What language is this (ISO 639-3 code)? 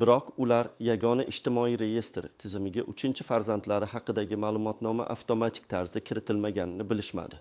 uzb